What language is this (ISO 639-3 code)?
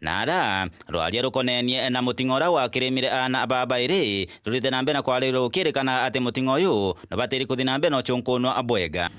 mer